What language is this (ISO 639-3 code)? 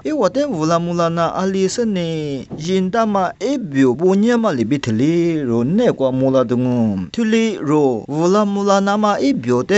lis